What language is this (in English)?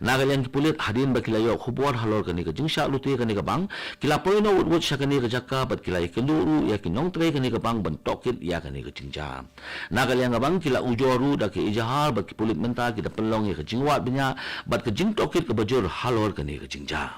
Khasi